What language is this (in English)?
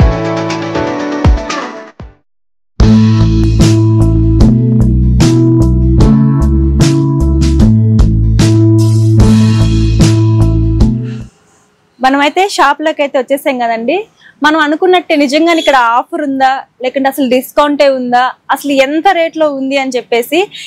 Telugu